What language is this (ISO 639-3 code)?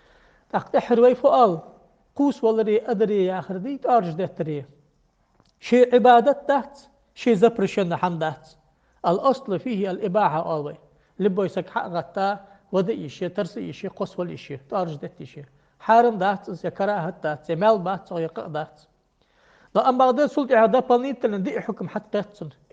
inh